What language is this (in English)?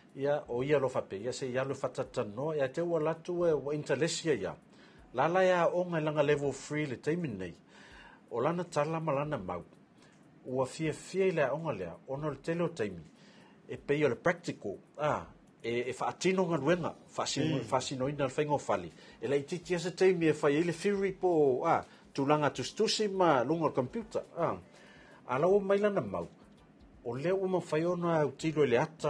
Samoan